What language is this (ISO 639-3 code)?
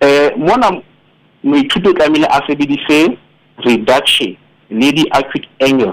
sot